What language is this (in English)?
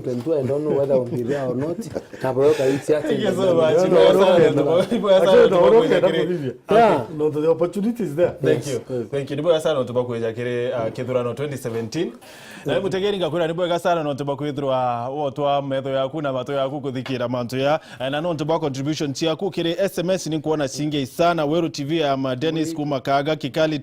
Meru